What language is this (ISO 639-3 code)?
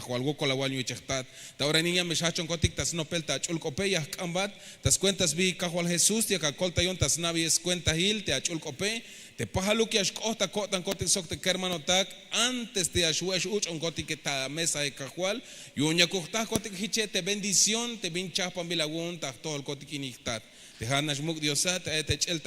tzh